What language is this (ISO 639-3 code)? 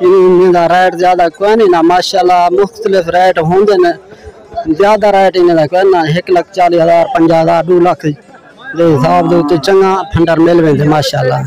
skr